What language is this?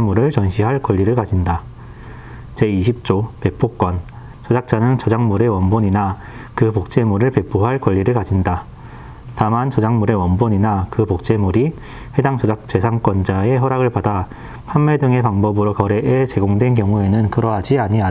Korean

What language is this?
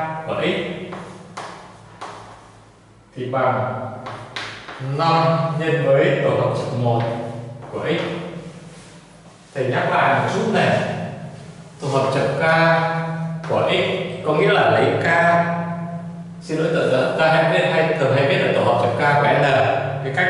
Vietnamese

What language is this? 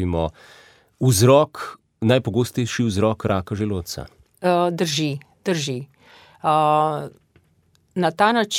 Slovenian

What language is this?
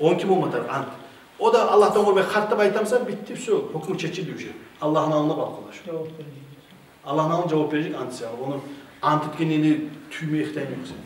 Kumyk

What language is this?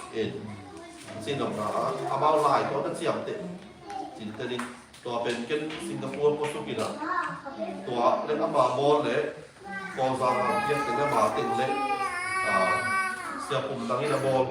Tedim Chin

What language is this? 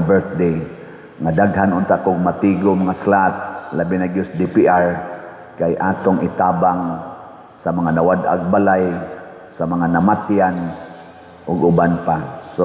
Cebuano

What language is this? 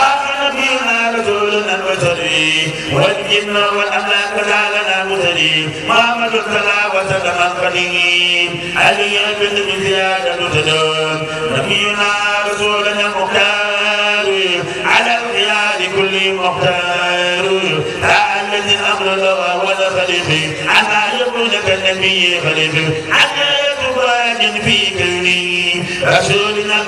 Arabic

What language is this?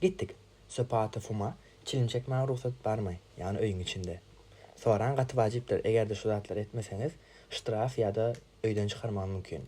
Turkmen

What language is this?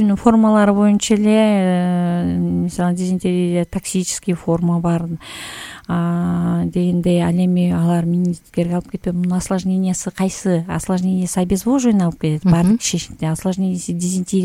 Kyrgyz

